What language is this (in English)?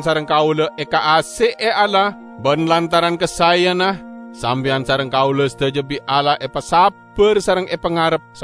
Madurese